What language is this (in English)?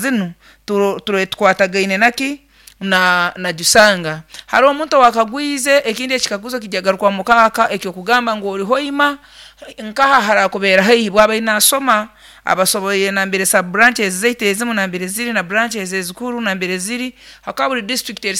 Nyoro